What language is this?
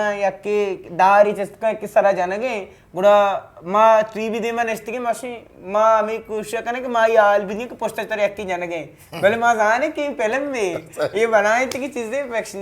Eastern Balochi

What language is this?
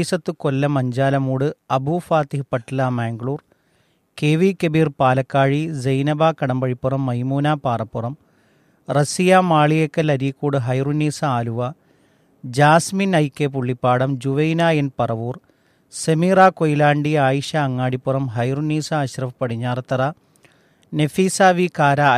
Malayalam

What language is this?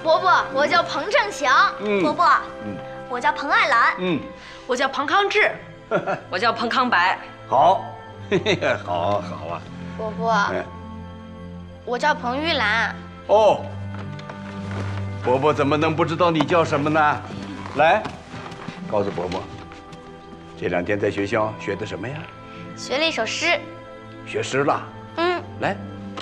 Chinese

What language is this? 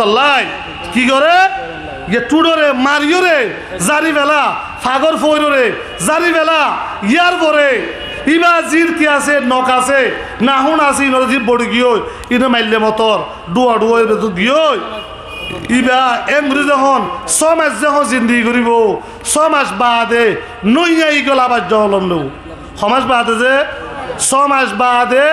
Rohingya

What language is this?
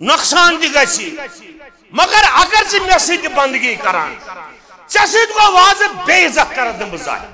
Kashmiri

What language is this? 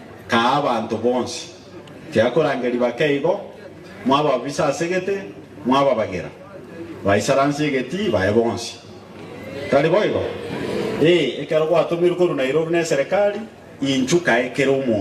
Gusii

